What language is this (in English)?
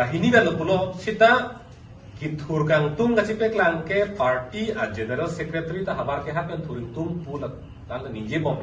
Karbi